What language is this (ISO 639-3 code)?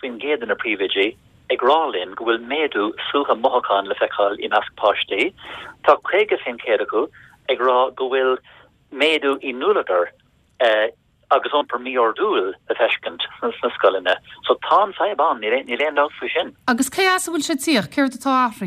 gle